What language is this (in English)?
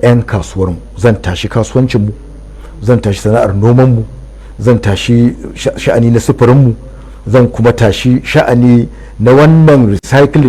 Hausa